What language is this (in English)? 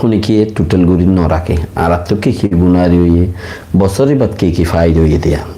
Rohingya